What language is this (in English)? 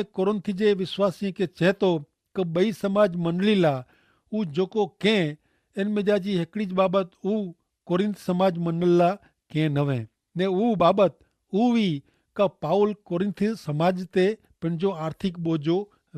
Kachhi